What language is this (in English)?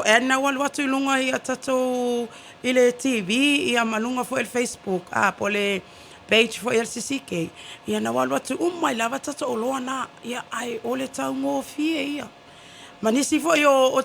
Samoan